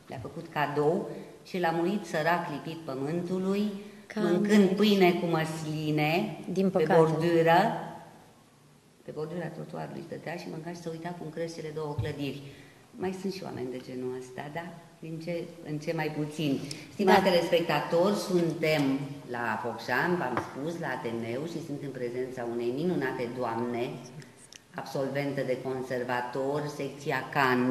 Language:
Romanian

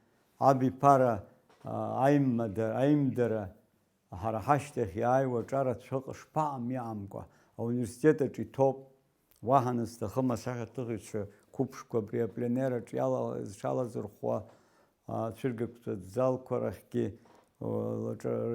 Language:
Abkhazian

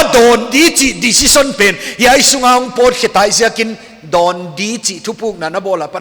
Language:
Paite Chin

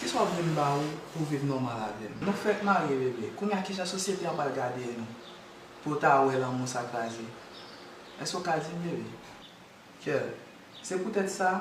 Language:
Haitian Creole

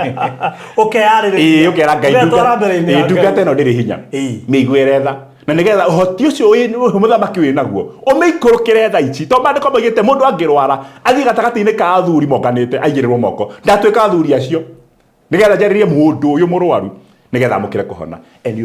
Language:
Kikuyu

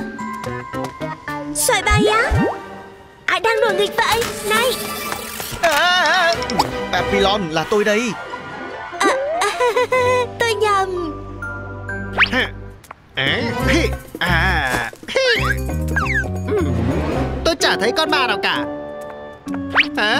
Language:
Vietnamese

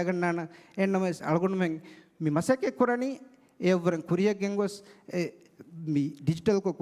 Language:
Divehi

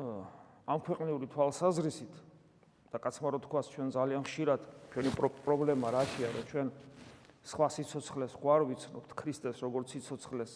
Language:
Georgian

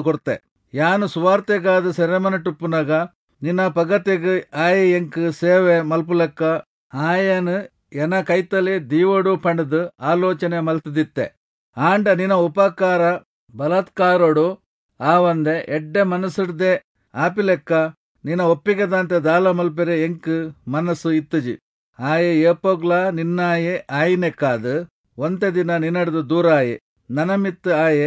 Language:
Tulu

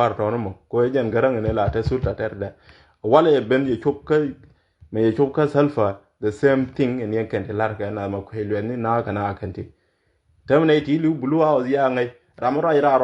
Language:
Nuer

